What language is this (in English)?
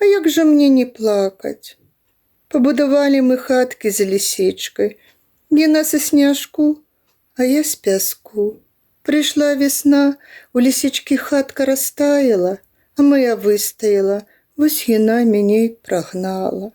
Belarusian